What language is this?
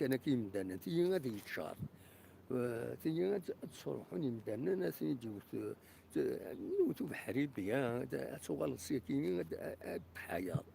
Kabyle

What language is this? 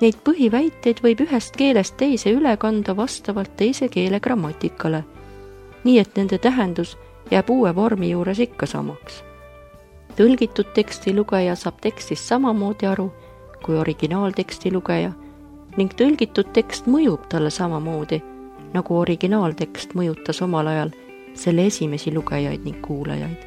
Estonian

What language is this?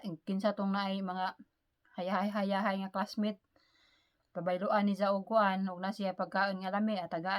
Cebuano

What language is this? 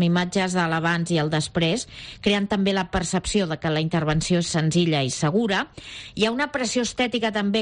Catalan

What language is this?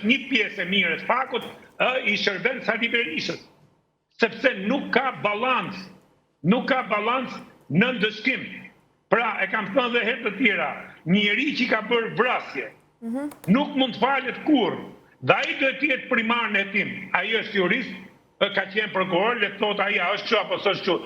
Albanian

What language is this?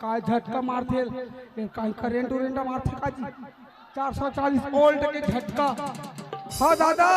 Chhattisgarhi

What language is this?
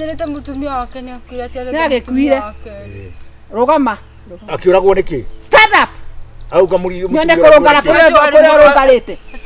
Kikuyu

